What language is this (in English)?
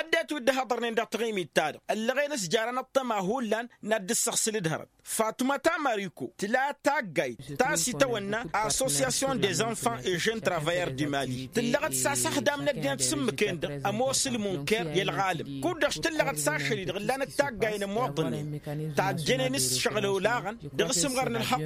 Tamasheq